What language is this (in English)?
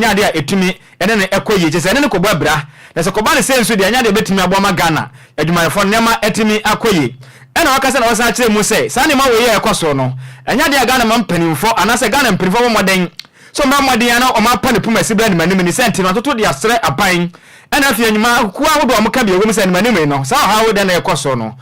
Akan